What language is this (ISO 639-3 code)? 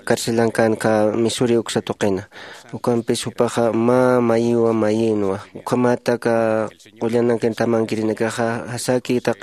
aym